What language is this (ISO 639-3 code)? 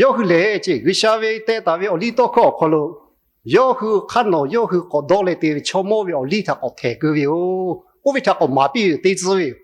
lhu